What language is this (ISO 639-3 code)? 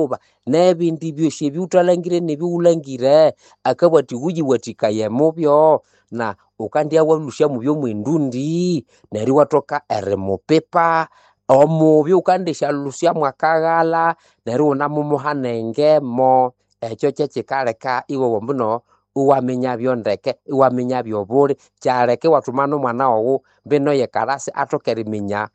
nnb